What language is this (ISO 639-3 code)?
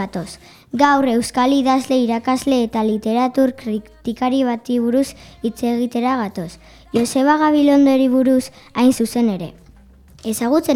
eus